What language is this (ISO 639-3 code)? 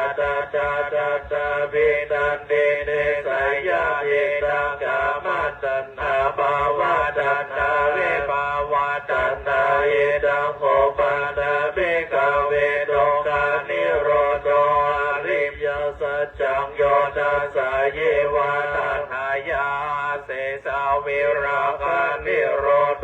pli